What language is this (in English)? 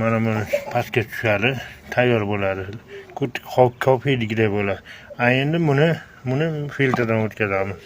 Uzbek